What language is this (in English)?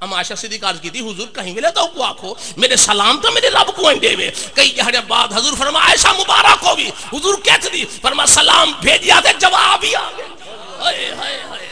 Saraiki